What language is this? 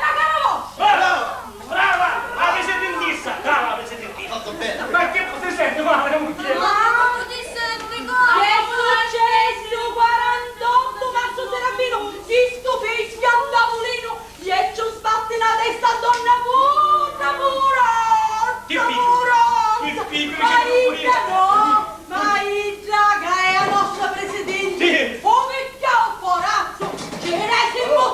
Sicilian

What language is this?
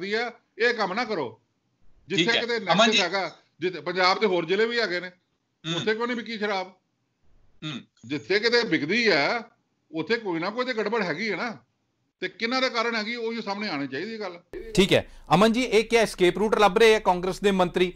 Punjabi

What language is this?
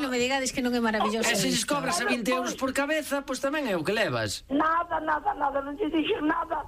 Galician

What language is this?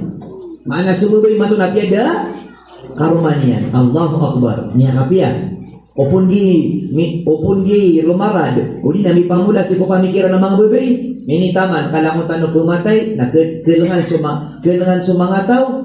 Maranao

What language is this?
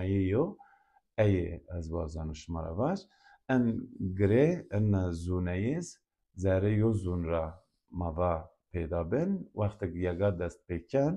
Zaza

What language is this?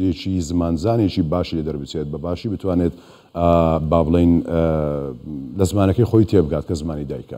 Central Kurdish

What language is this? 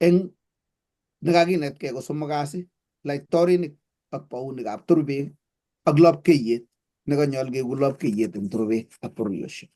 Kalenjin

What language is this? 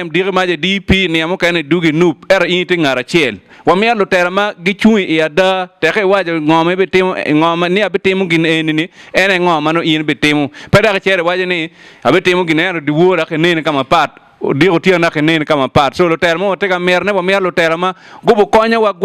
Acoli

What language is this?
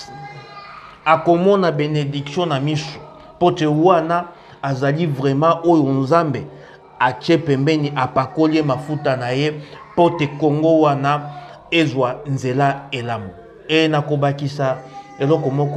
Lingala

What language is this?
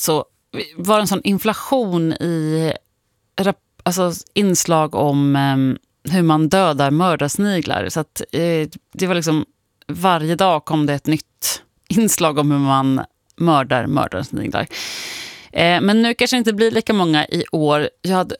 Swedish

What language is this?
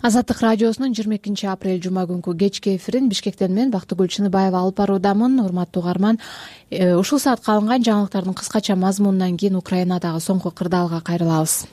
Kyrgyz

